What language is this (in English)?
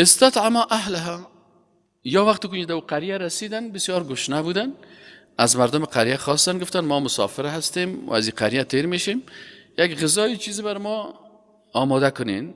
Persian